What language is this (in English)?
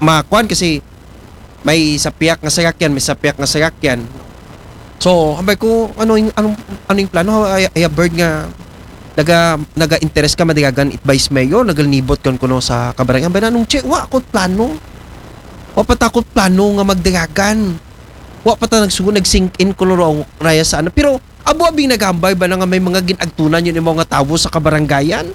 Aklanon